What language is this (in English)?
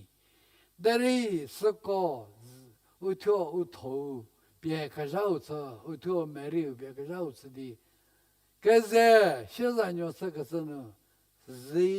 Angami Naga